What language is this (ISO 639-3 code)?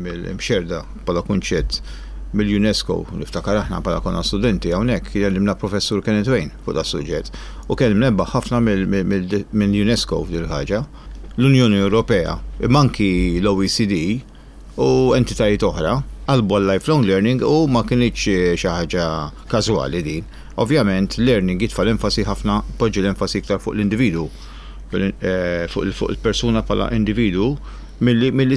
mlt